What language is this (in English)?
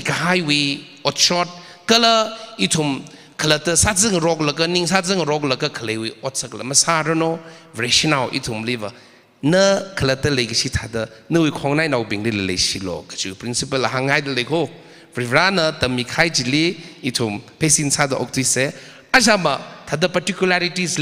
Tangkhul Naga (India)